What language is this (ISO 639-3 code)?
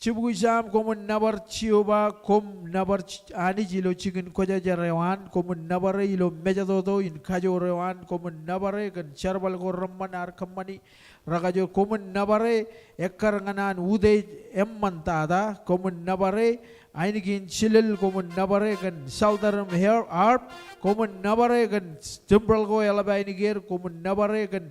mah